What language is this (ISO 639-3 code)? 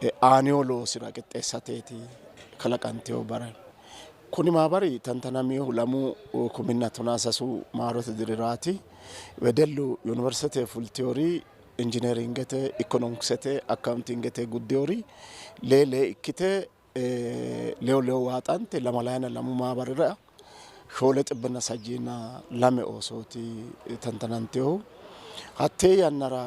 sid